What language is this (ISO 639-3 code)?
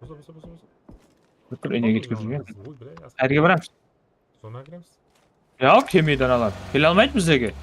kaa